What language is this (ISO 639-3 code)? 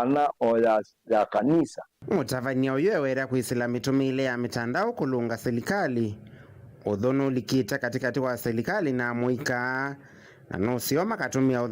kam